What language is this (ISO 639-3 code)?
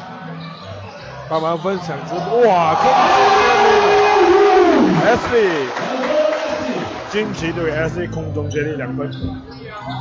zho